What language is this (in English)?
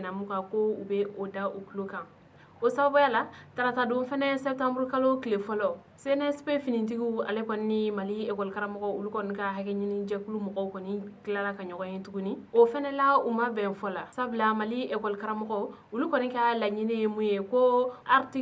Bambara